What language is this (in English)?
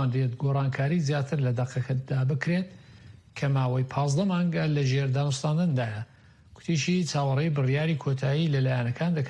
Central Kurdish